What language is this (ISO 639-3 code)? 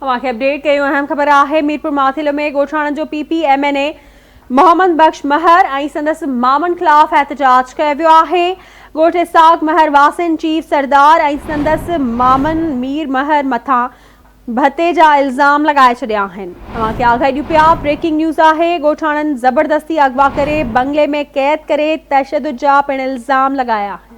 snd